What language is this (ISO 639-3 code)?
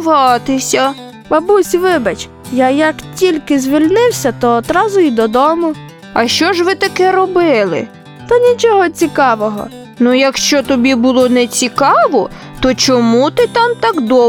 ukr